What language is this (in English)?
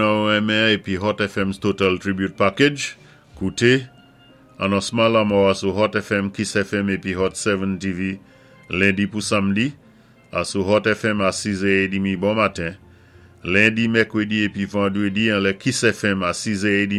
Saint Lucian Creole French